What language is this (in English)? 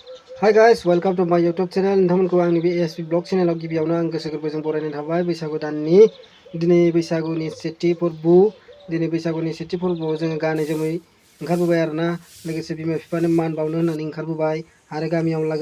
Bodo